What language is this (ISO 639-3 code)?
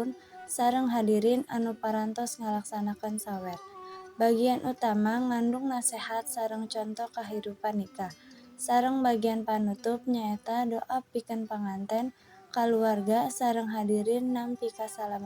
sun